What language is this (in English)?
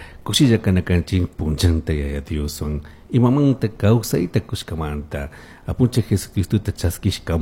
Chimborazo Highland Quichua